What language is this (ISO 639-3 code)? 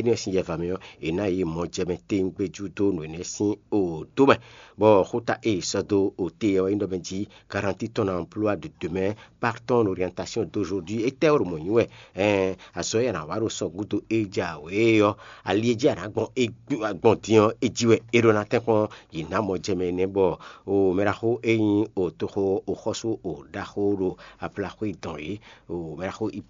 fon